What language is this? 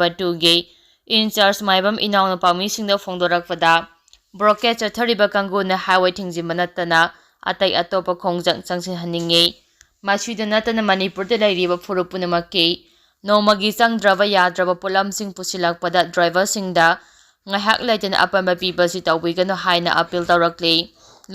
Manipuri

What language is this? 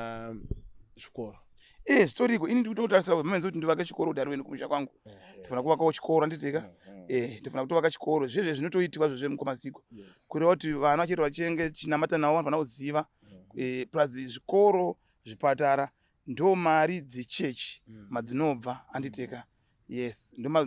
Shona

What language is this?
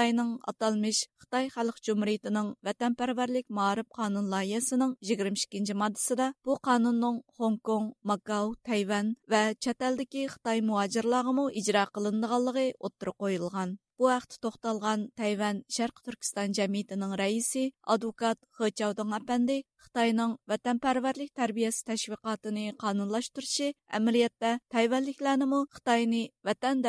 Uyghur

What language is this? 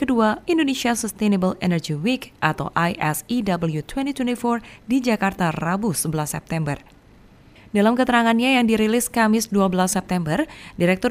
Indonesian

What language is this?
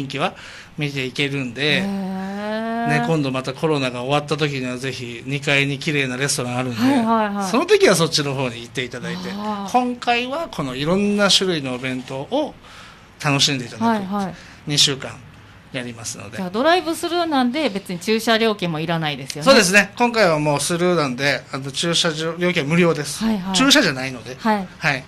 Japanese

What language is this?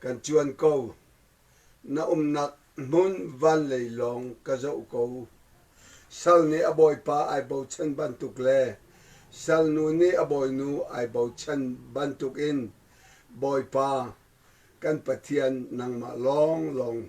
Hakha Chin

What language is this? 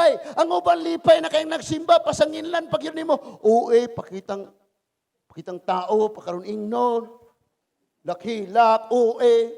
Cebuano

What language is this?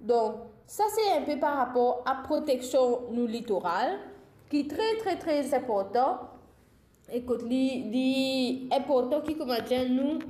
Morisyen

